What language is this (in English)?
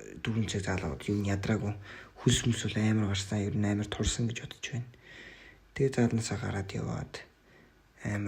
Mongolian